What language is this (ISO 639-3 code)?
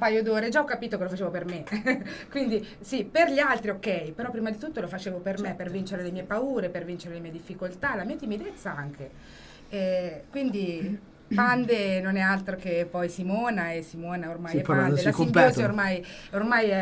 ita